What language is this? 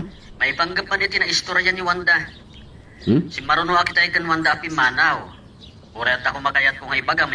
Iloko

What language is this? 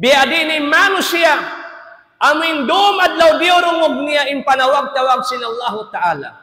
Tausug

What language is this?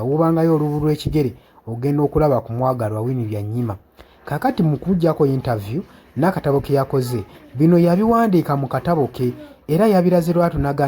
Ganda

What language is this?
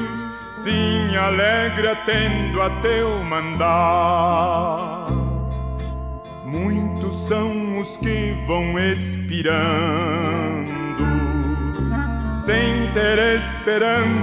Portuguese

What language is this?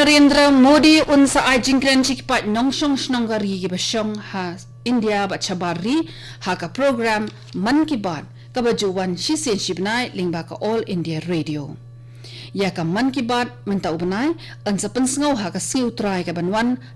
Khasi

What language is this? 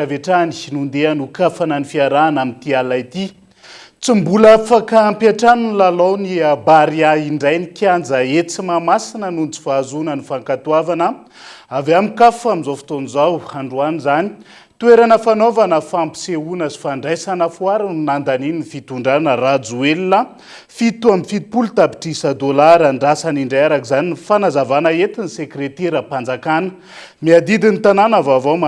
Malagasy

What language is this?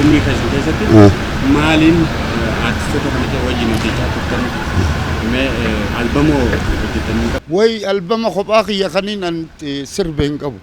Oromo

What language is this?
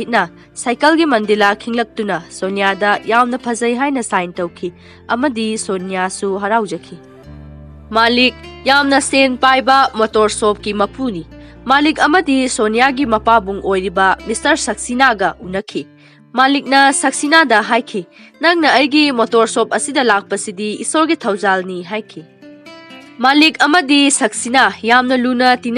Manipuri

